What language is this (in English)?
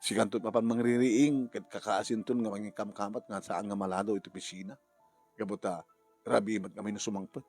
Iloko